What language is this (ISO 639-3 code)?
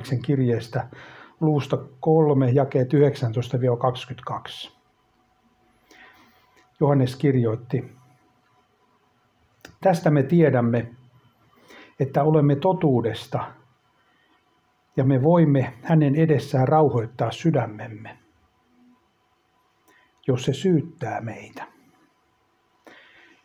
fin